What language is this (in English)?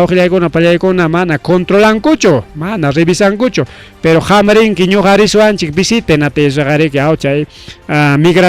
Ayacucho Quechua